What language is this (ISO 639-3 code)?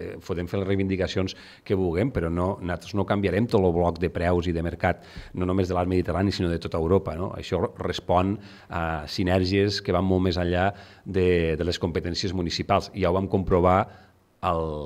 cat